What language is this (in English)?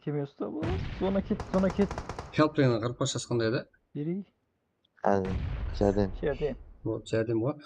Kara-Kalpak